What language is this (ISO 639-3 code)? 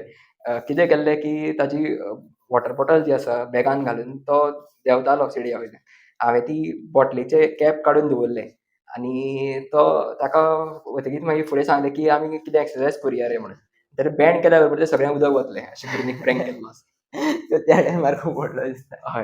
kok